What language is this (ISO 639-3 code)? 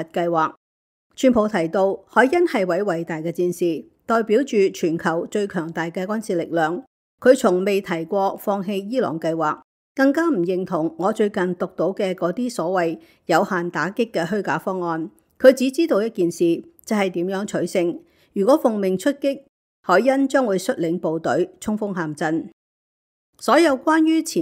yue